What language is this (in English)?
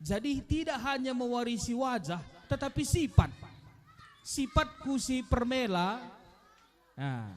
Batak Karo